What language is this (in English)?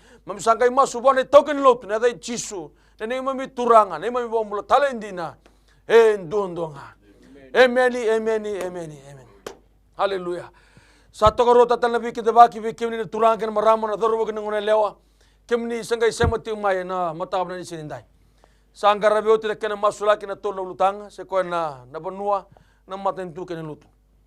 Fijian